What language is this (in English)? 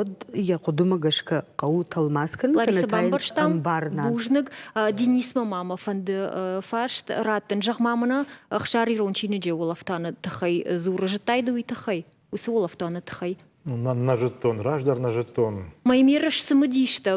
Ossetic